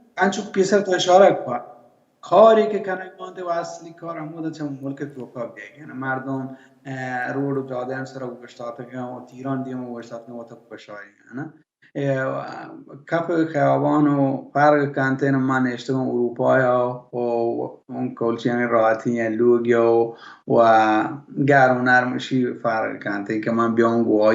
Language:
Baluchi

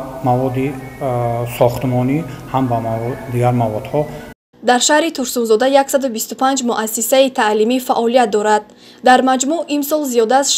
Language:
Tajik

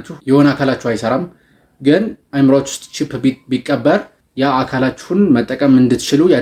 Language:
Amharic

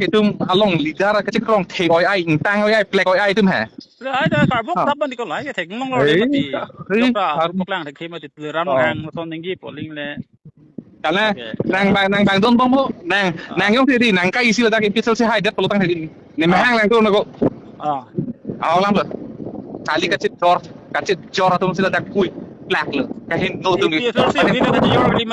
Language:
Karbi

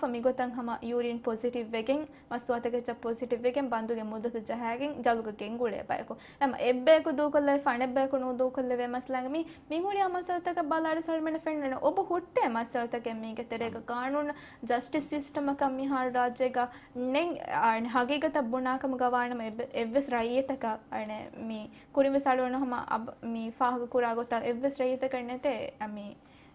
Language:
Divehi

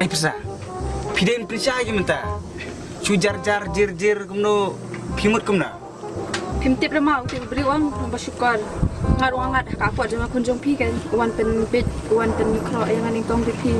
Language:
Khasi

